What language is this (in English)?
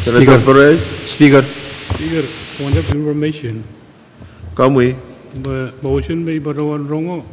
Pohnpeian